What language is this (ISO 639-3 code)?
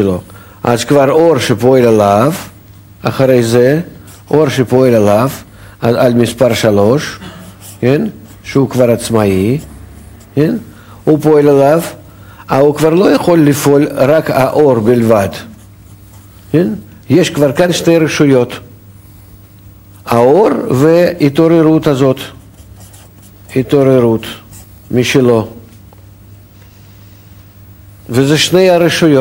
heb